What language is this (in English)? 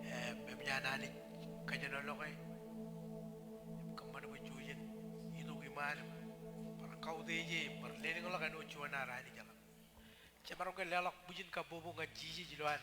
Marshallese